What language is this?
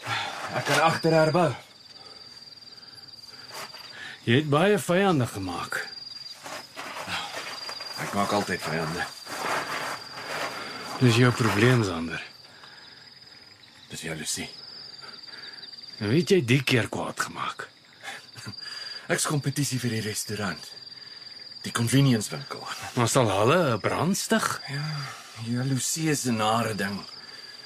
Afrikaans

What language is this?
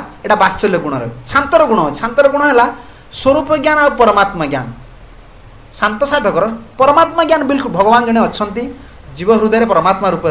Odia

